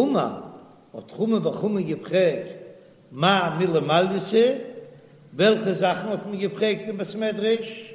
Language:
Yiddish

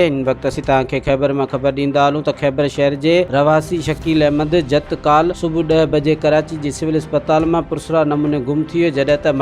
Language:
Sindhi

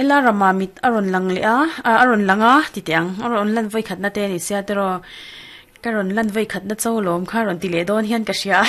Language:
Mizo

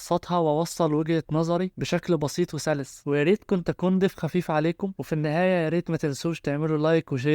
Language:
Egyptian Arabic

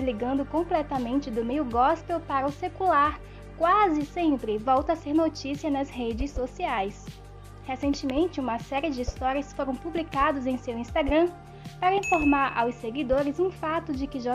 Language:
Portuguese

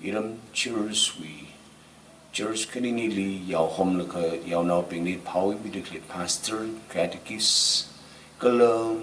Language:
Tangkhul Naga (India)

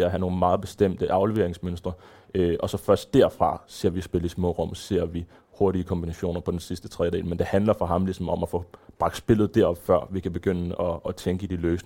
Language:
Danish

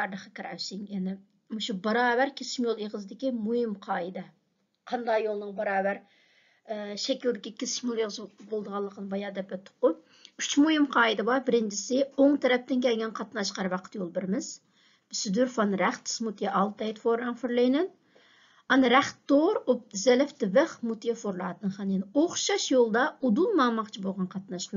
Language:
Uyghur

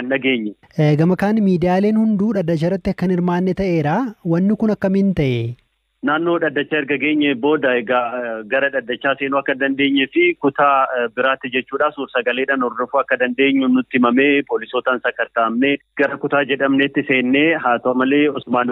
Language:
Oromo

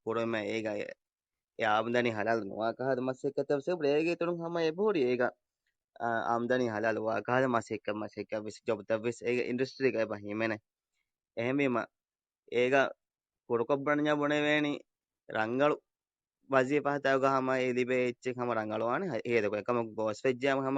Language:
Divehi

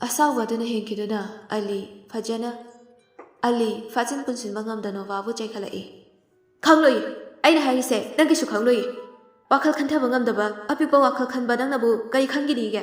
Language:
Manipuri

